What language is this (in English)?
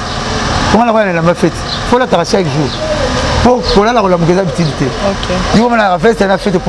Lingala